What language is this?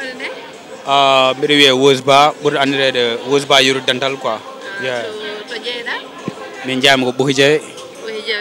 Fula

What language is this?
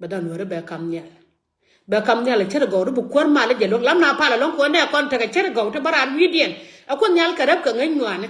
Nuer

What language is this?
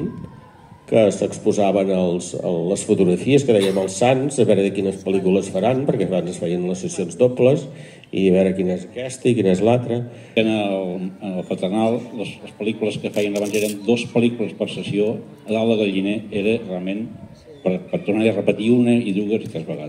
Catalan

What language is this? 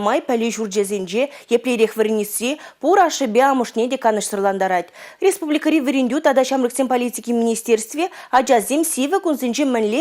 Chuvash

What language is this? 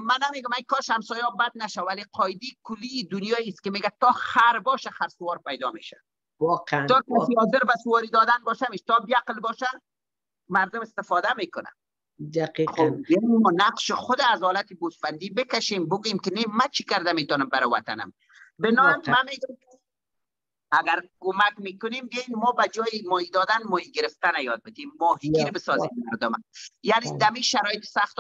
Persian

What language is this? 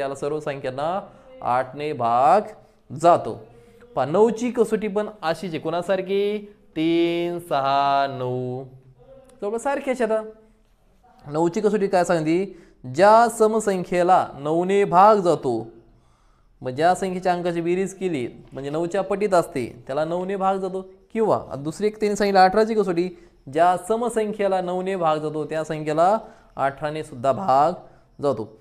Marathi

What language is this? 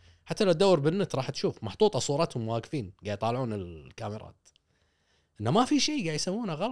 Gulf Arabic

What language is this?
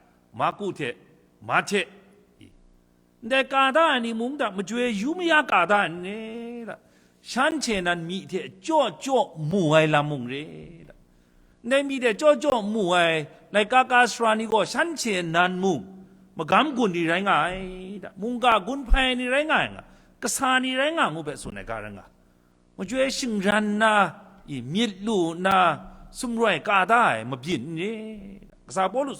Kachin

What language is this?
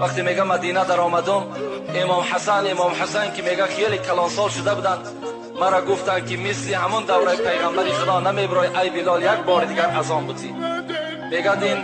Tajik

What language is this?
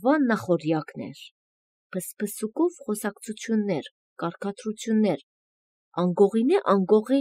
Armenian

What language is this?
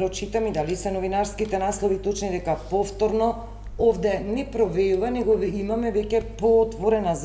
Macedonian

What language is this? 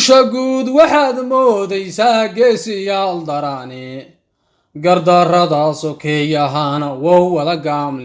Somali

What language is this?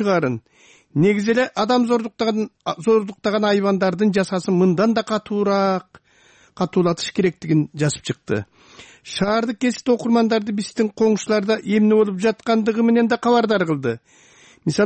Kyrgyz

